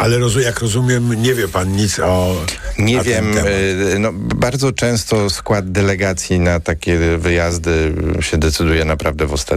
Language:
Polish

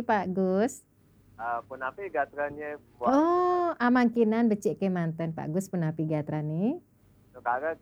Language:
Balinese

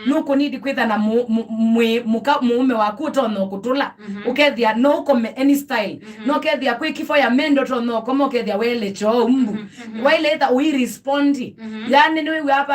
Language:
Kamba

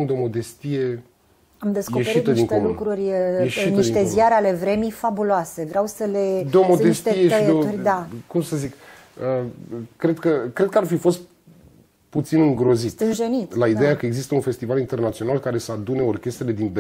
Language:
Romanian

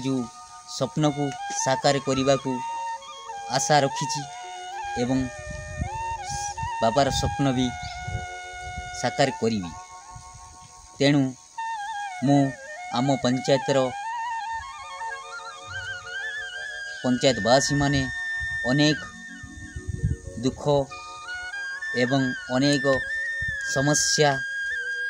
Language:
Odia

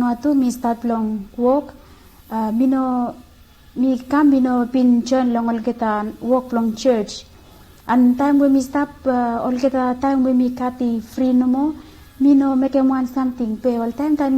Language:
Bislama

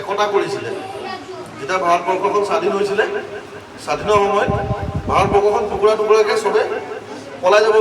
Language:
Assamese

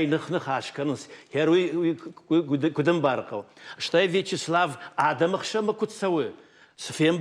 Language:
Ossetic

